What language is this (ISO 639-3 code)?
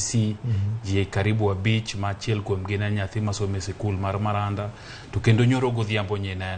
luo